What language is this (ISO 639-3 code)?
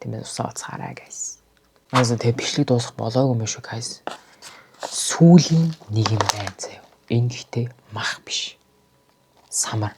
mon